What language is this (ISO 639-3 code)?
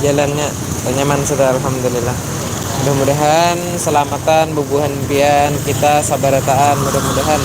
bjn